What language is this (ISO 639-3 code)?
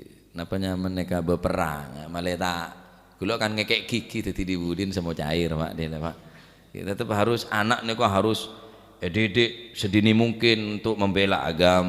mad